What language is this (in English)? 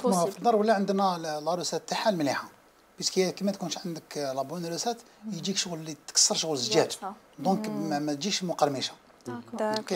Algerian Arabic